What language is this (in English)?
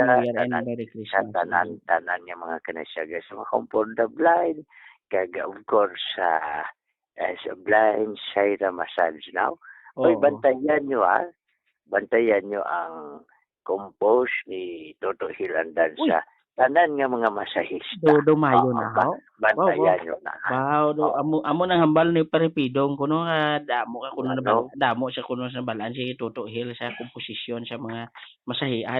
Hiligaynon